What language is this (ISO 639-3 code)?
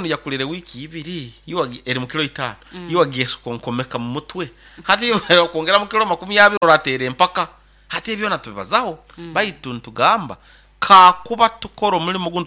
nyo